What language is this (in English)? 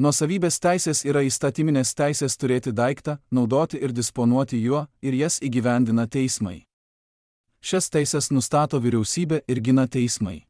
Lithuanian